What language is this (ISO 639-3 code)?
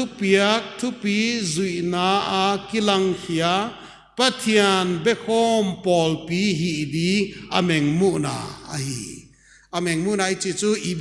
pck